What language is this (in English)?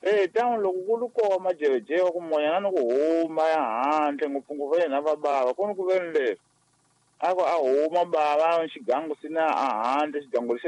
Tsonga